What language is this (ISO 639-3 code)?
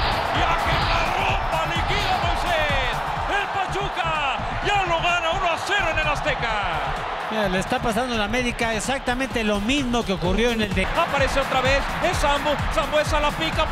spa